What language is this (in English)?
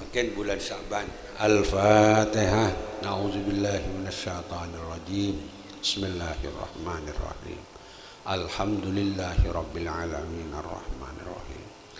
Madurese